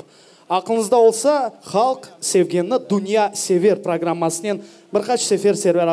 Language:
Crimean Tatar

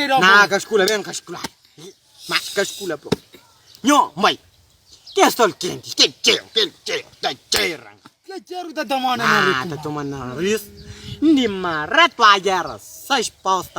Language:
Kabuverdianu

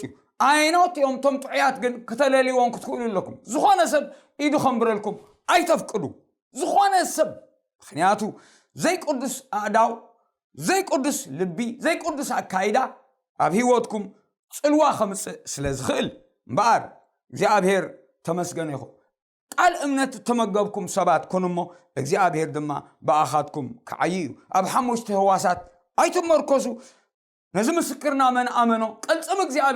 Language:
Tigrinya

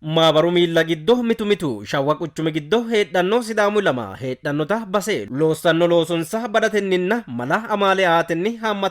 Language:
Sidamo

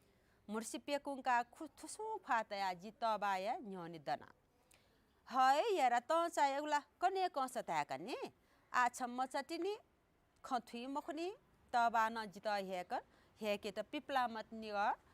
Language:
Newari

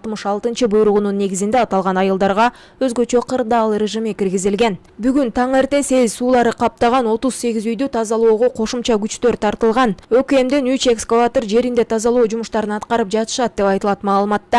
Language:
Kyrgyz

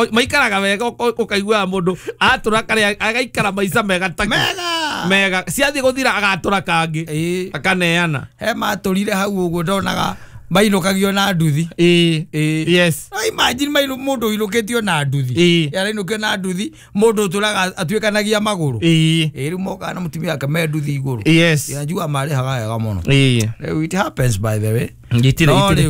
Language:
Kikuyu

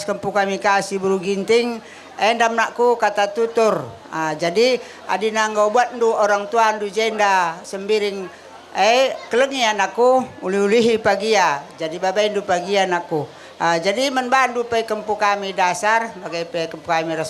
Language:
Batak Karo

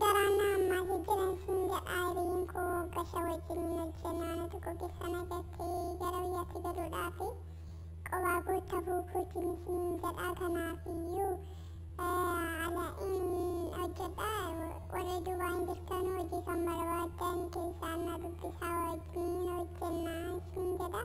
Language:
Oromo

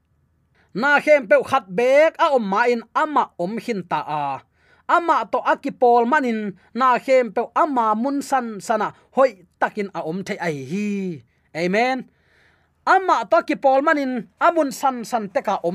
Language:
Tedim Chin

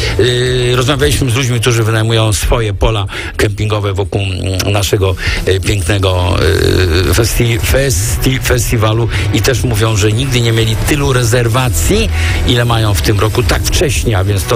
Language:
Polish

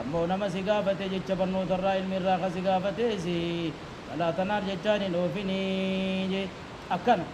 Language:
Oromo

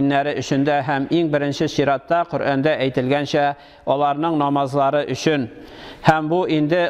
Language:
Tatar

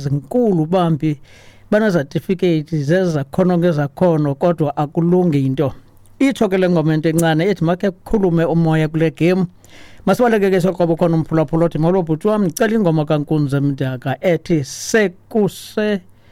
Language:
Xhosa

